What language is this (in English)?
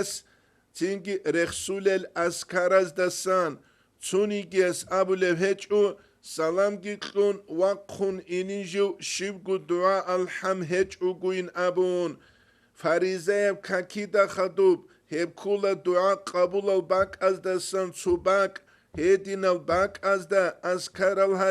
Avaric